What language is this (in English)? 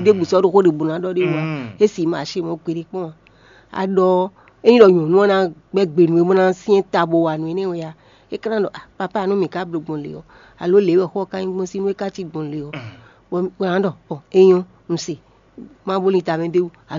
Fon